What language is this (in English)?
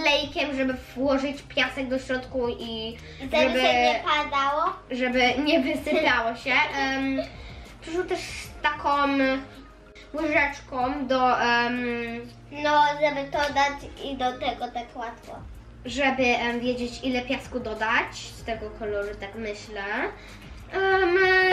Polish